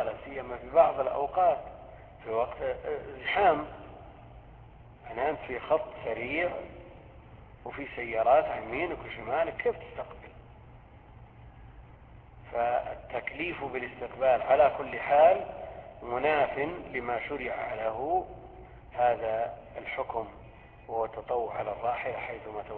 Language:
Arabic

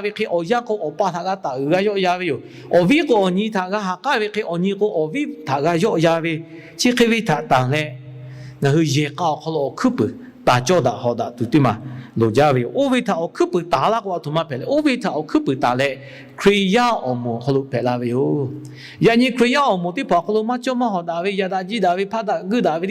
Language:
Lahu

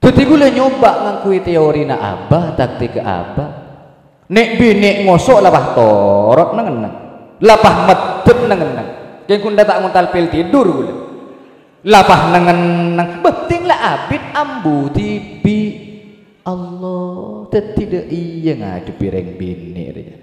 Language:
Madurese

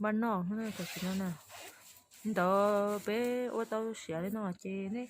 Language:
Hmong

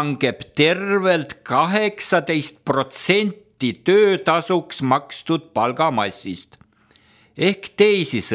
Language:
Estonian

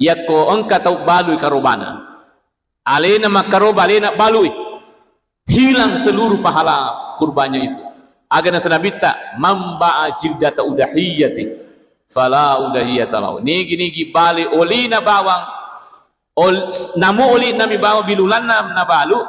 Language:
Buginese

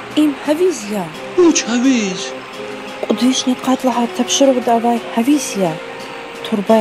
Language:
Lezghian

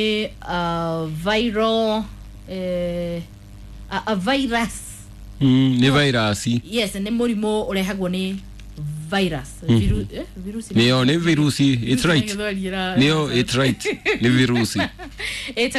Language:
Kikuyu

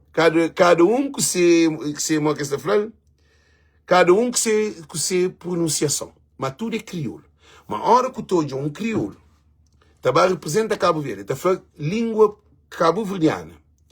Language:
Kabuverdianu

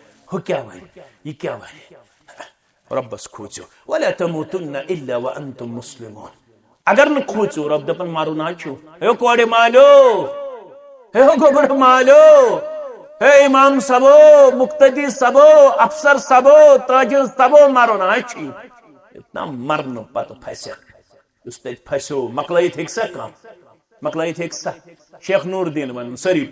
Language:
Kashmiri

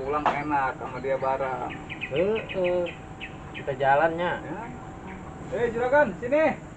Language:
Betawi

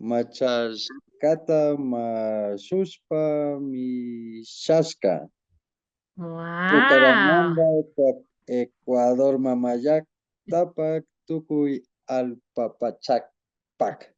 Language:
Imbabura Highland Quichua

